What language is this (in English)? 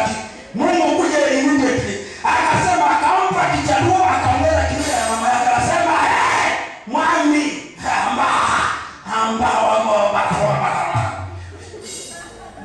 Swahili